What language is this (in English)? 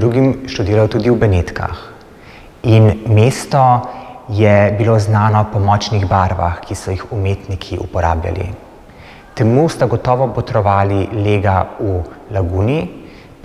Slovenian